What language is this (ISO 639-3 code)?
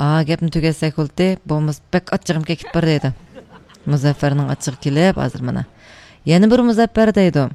uig